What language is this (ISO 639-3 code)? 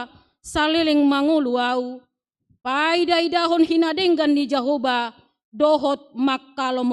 bbc